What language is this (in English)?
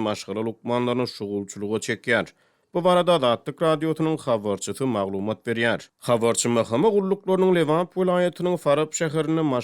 Turkmen